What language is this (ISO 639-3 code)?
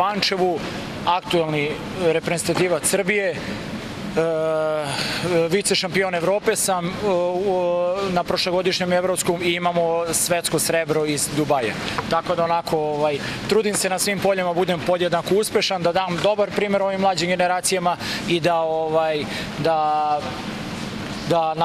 srp